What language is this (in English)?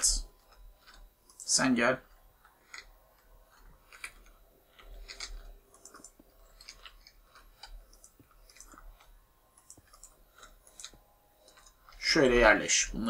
Turkish